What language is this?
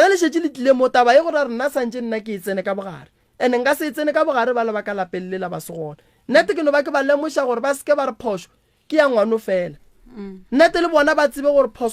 Northern Sotho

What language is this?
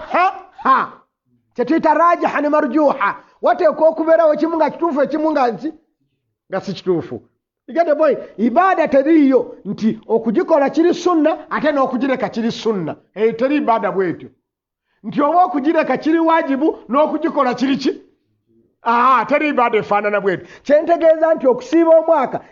Ganda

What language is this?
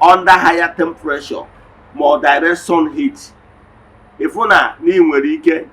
Igbo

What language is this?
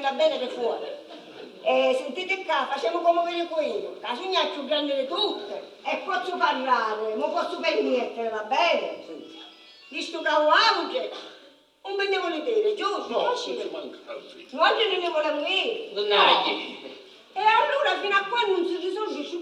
Sicilian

